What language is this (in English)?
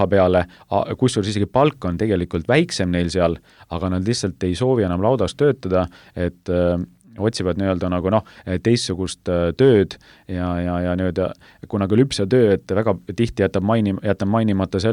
Estonian